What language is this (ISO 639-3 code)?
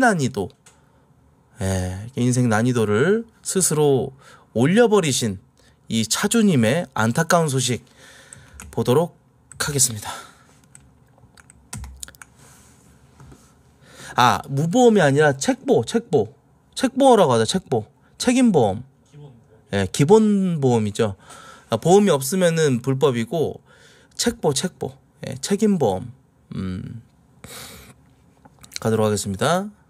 kor